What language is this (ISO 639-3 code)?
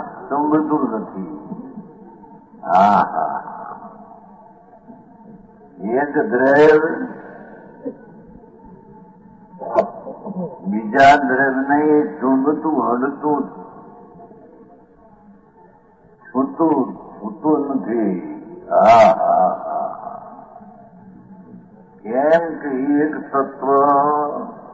guj